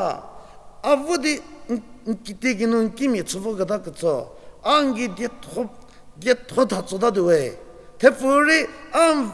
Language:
Angami Naga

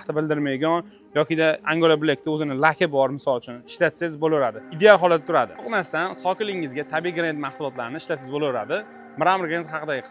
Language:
Uzbek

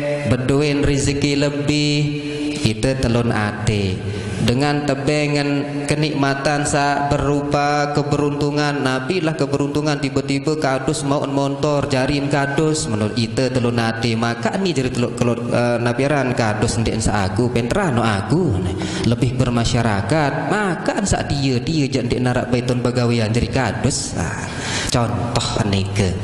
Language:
Sasak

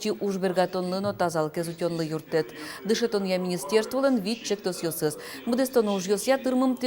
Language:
Udmurt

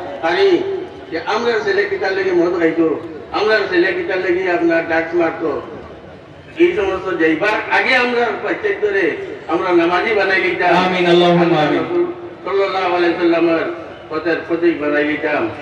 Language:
Sylheti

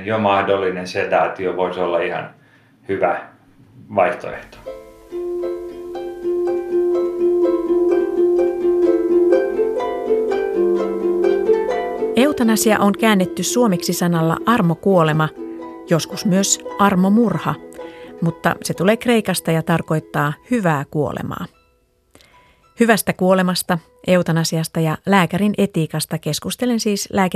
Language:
Finnish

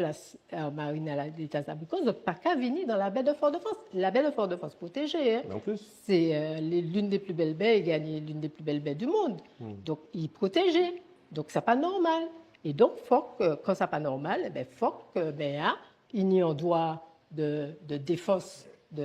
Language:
Guadeloupean Creole French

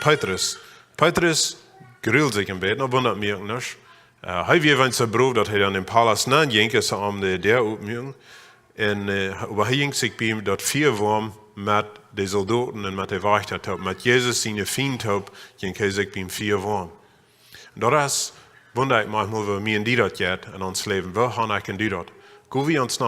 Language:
Plautdietsch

